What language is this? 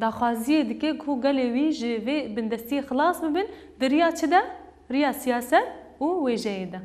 Kurdish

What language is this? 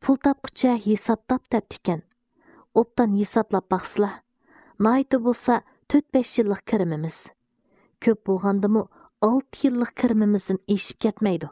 Uyghur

